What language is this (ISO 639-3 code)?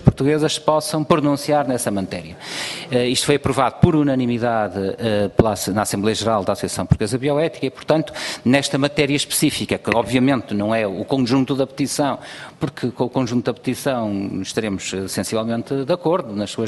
por